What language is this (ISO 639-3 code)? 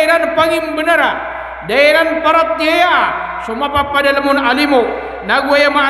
mrw